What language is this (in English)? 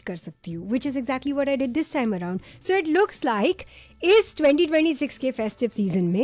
Hindi